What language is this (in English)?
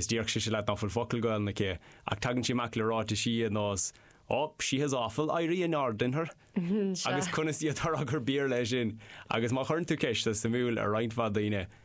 Irish